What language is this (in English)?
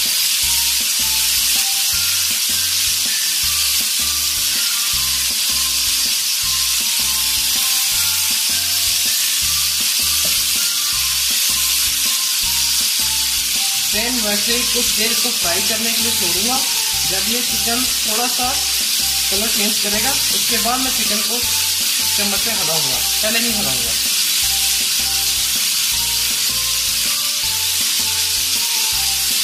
Hindi